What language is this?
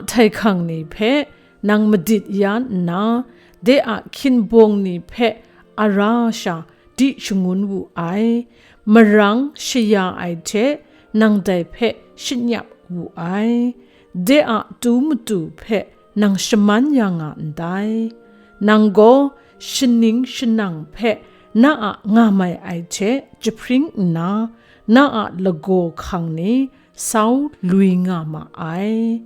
Kachin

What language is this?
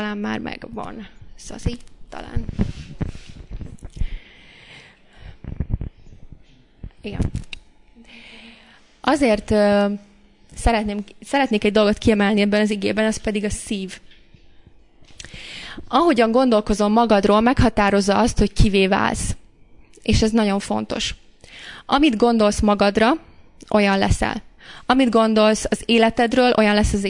Hungarian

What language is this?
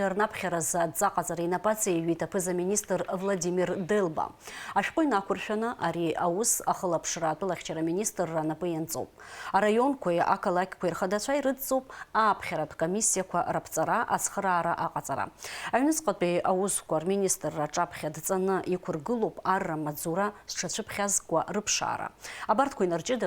Abkhazian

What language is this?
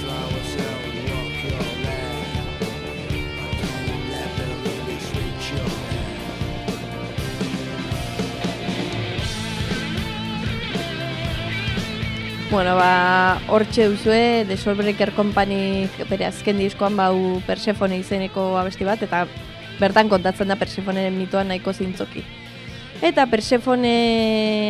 Basque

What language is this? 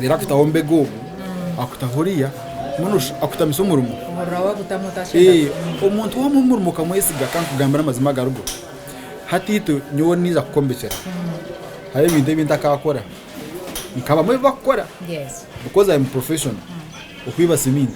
Nyankole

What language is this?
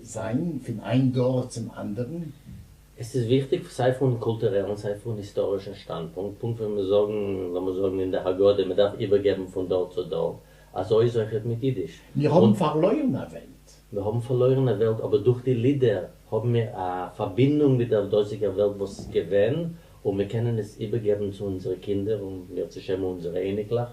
Yiddish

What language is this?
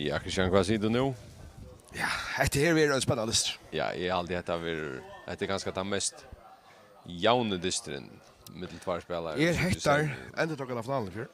Faroese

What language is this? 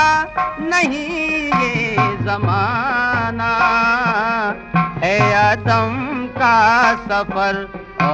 Hindi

